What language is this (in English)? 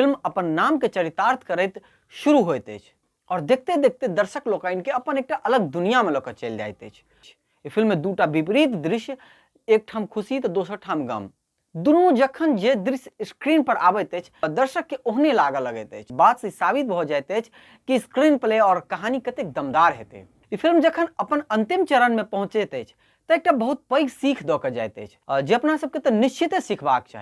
Maithili